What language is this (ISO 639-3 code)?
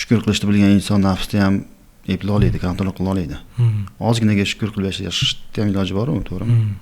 uzb